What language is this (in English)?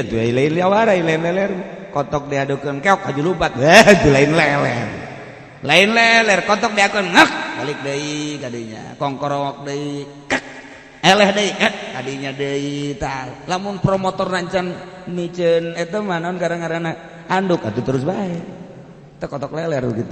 Sundanese